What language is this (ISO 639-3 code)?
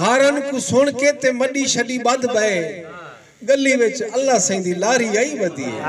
skr